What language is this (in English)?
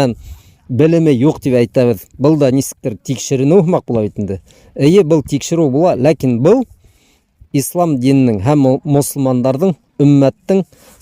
Bashkir